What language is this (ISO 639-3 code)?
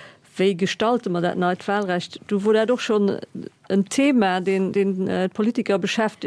ltz